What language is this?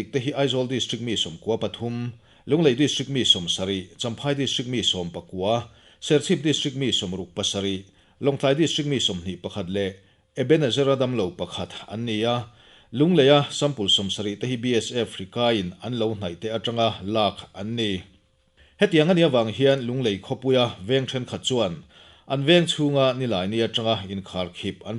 Mizo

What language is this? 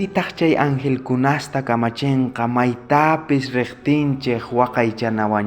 South Bolivian Quechua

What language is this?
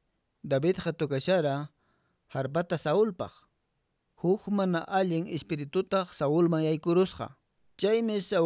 Quechua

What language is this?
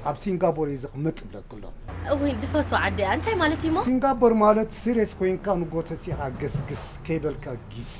Tigrinya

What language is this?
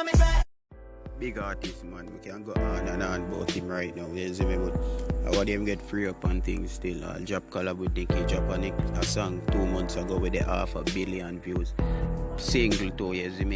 Jamaican Creole English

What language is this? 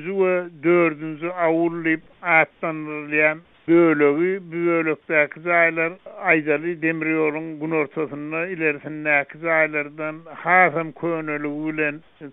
Turkmen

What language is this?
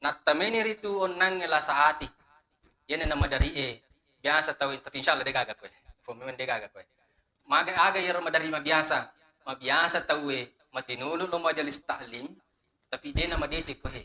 Buginese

